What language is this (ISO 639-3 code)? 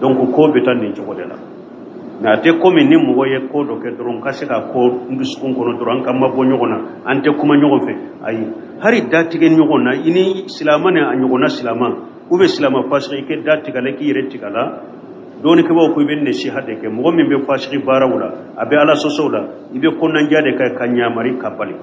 bam